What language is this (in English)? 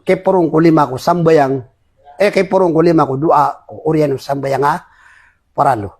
Maranao